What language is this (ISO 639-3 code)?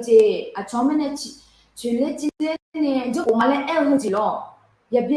ahk